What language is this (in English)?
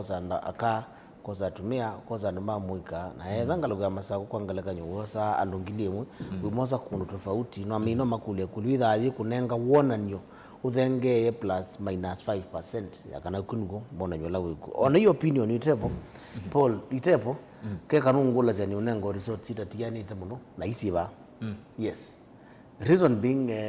Kamba